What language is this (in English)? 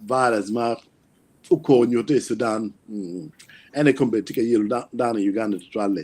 Acoli